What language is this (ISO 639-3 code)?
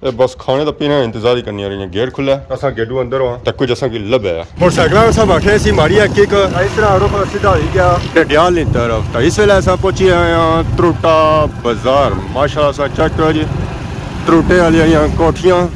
phr